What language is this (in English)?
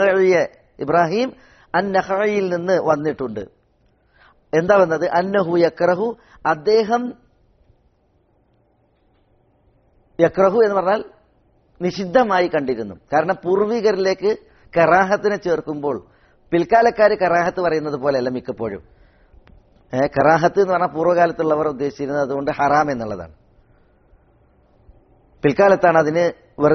Malayalam